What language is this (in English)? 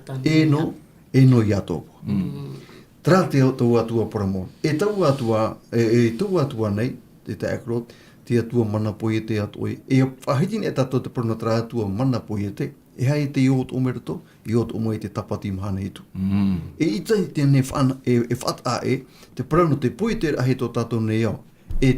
Tahitian